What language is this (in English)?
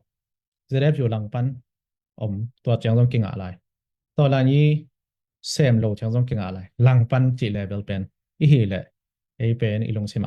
Tedim Chin